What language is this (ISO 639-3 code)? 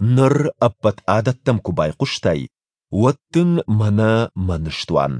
oss